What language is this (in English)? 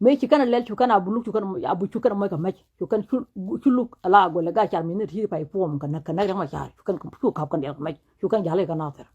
Nuer